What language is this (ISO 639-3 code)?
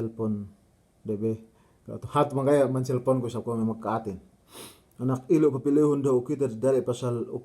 yka